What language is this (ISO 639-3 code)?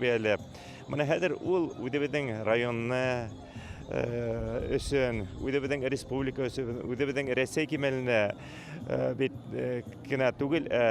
bak